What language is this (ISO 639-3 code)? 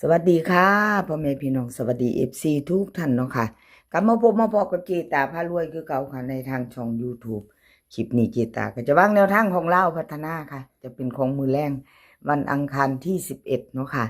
tts